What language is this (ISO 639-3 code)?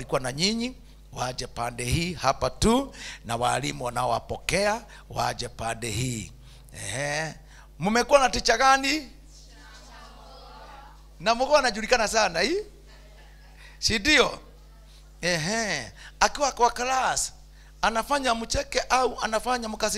swa